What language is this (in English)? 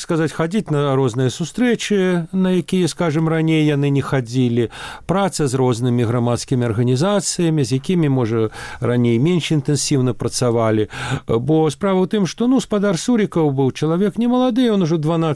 Belarusian